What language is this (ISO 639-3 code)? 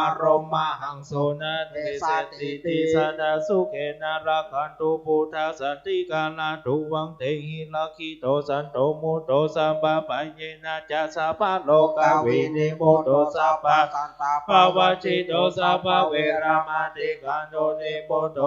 pli